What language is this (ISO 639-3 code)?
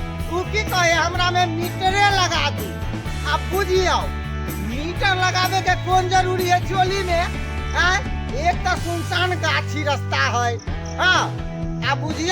mai